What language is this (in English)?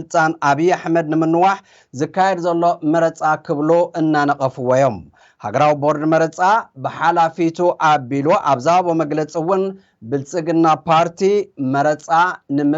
Tigrinya